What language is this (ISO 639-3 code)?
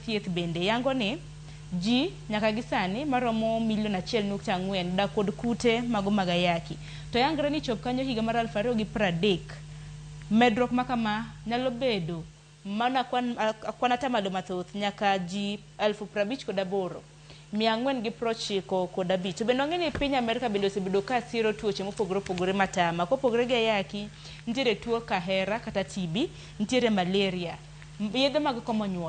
luo